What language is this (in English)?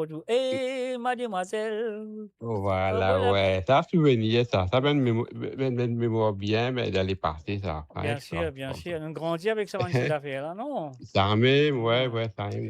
Morisyen